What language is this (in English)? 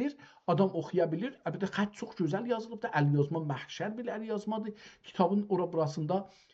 South Azerbaijani